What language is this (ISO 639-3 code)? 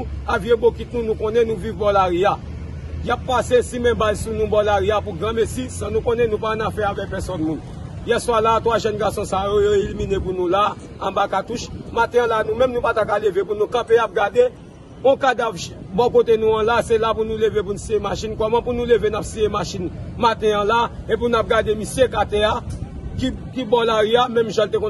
hat